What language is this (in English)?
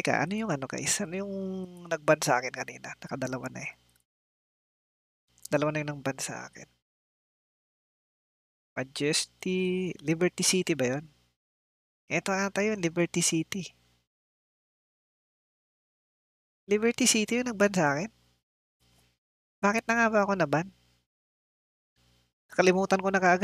Filipino